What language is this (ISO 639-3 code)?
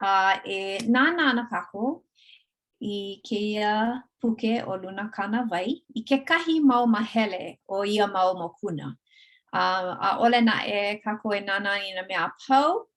haw